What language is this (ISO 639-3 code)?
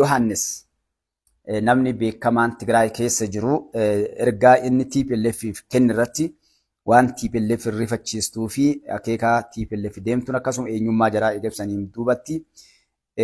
orm